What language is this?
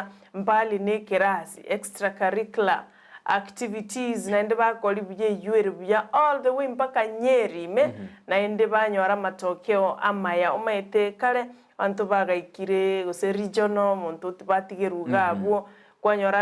Gusii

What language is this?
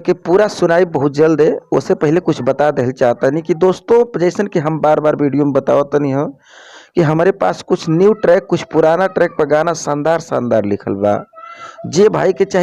Bhojpuri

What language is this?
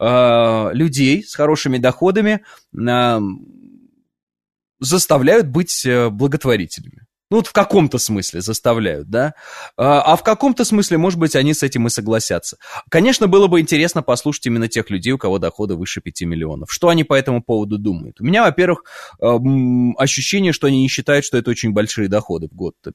Russian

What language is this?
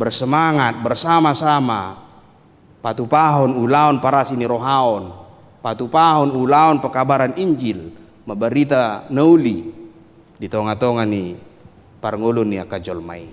Batak Toba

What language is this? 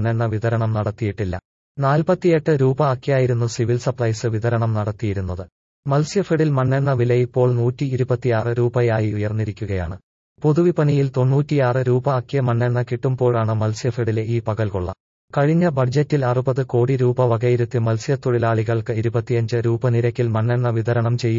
Malayalam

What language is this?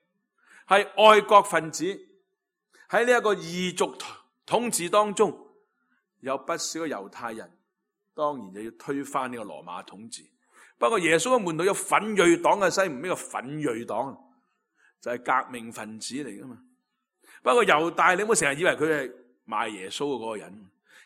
Cantonese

